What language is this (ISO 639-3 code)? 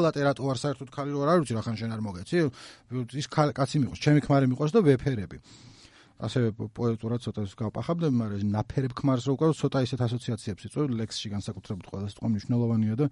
kat